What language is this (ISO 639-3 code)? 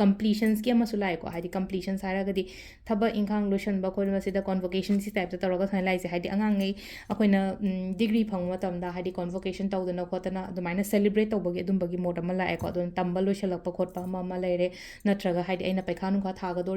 mni